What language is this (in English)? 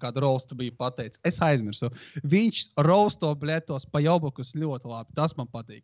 Latvian